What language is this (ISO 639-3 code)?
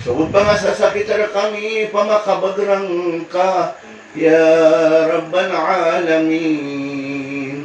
mrw